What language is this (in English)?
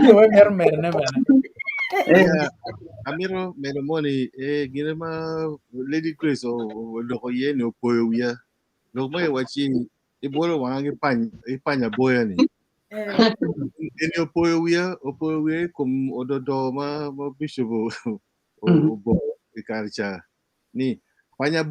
Acoli